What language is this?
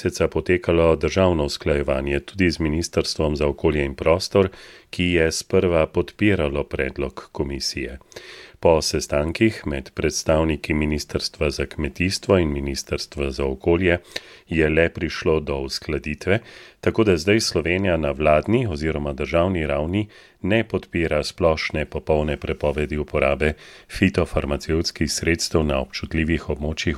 Slovenian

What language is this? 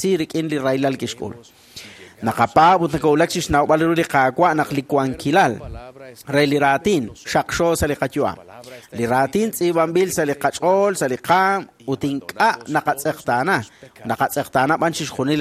Kekchí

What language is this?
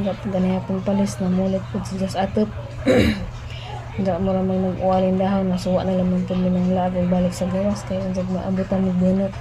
Cebuano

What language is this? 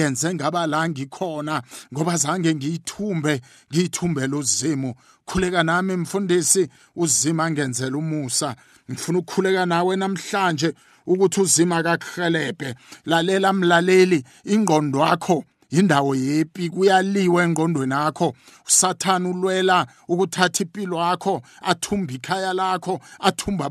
South Ndebele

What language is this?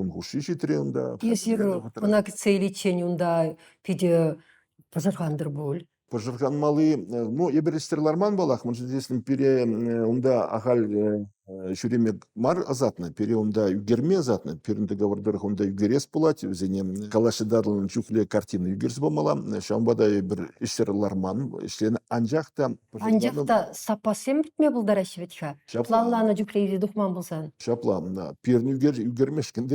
Chuvash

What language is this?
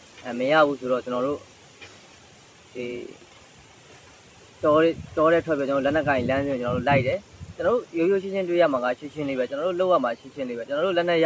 Burmese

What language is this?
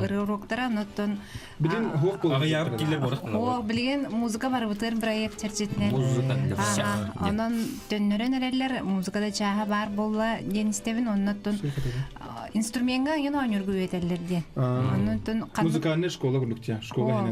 Yakut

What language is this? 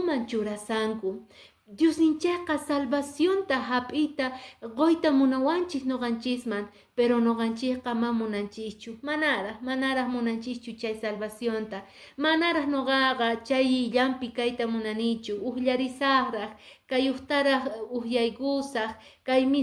Quechua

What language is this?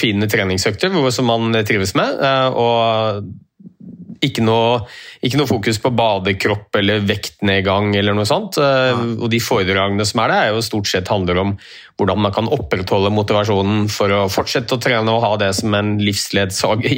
Norwegian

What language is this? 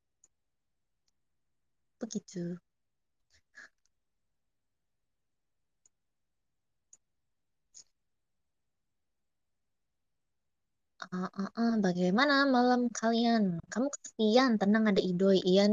Indonesian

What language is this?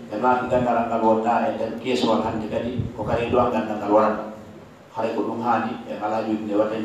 Fula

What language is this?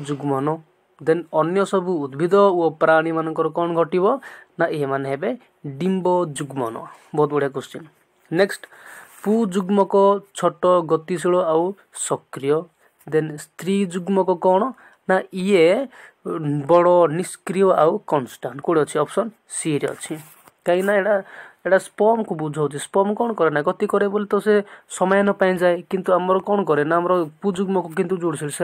Odia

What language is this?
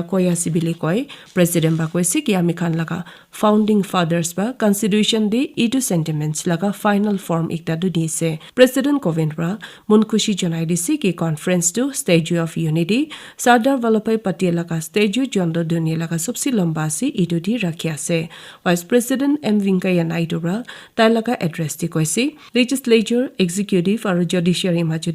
Naga Pidgin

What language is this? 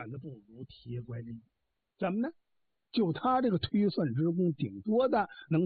Chinese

